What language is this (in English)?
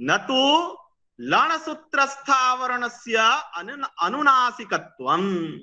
Sanskrit